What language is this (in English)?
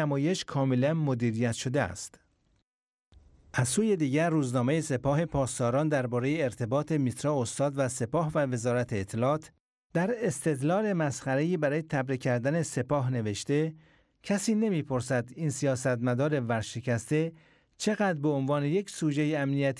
Persian